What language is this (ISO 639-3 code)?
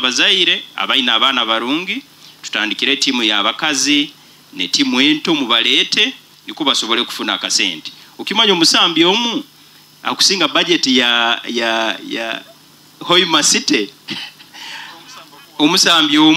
nyo